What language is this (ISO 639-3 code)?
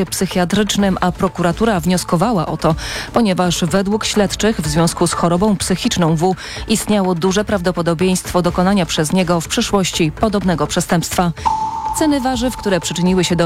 pol